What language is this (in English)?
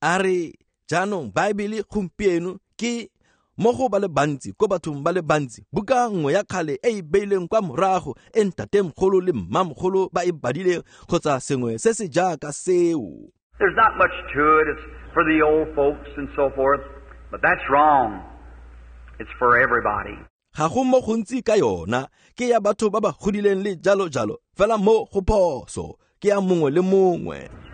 Tswana